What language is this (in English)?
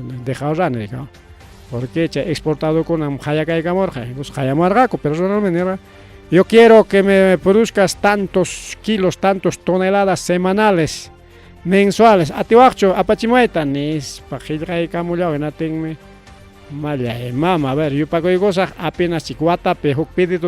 Ayacucho Quechua